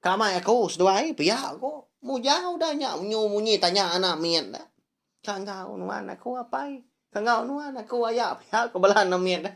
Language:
Iban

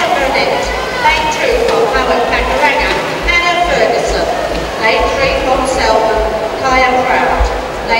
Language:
English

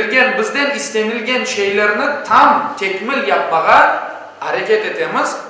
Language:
Crimean Tatar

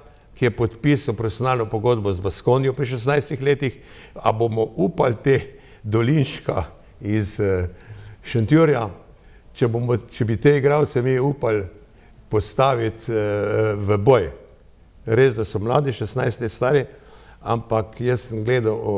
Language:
Slovenian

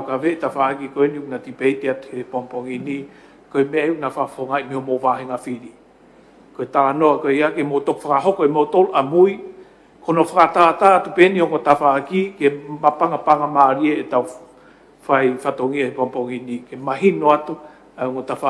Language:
Tongan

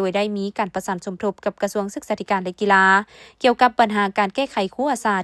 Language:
Lao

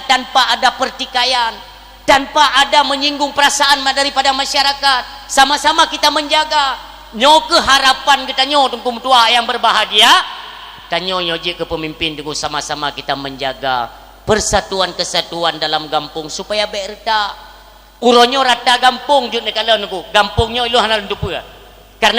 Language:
Achinese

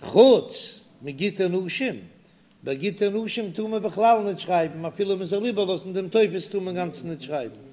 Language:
Yiddish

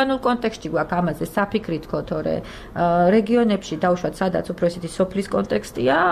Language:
Georgian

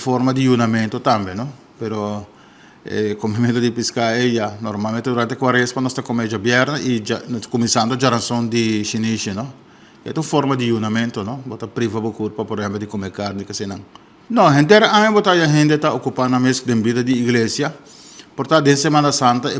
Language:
Papiamento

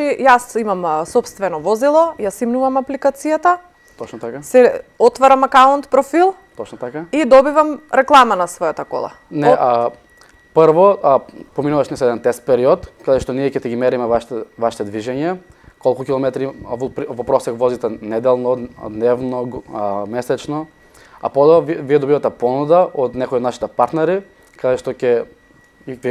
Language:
Macedonian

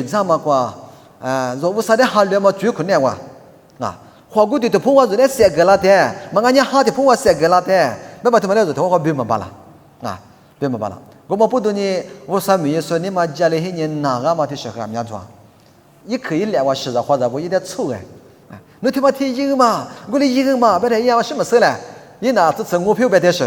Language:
Lisu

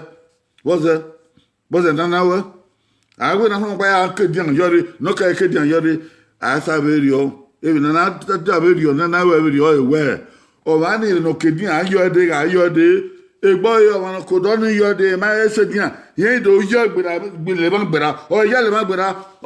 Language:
Bini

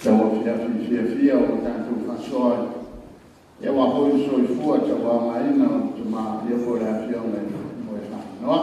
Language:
Samoan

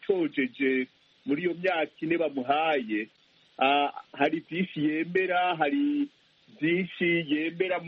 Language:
Kinyarwanda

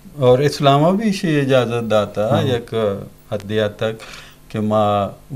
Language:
Eastern Balochi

